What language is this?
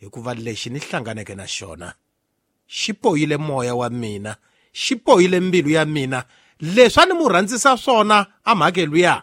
Tsonga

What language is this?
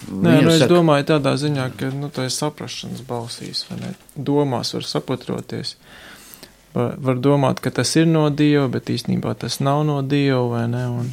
Latvian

